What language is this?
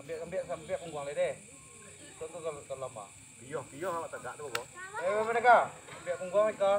Minangkabau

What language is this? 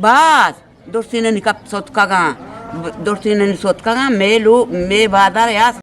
Eastern Balochi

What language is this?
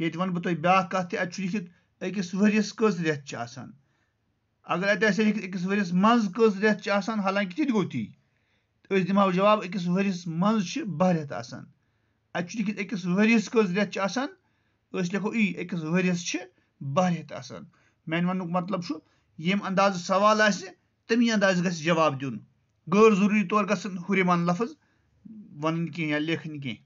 Kashmiri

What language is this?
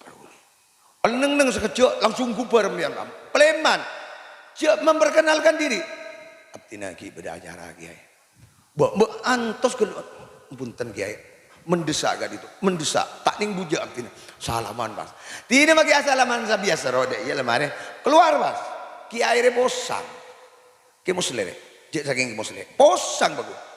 Madurese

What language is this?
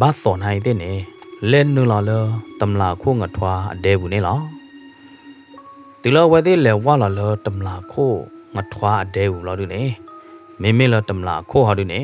S'gaw Karen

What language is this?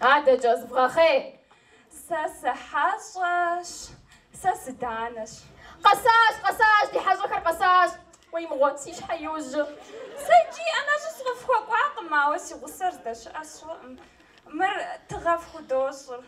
Kabardian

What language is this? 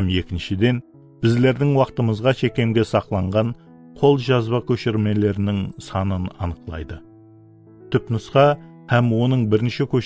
Kara-Kalpak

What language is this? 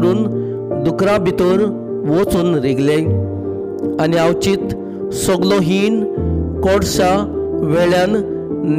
Konkani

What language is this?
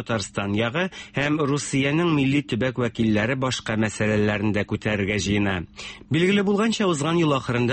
Tatar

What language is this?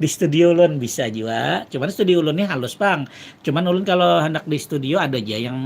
Banjar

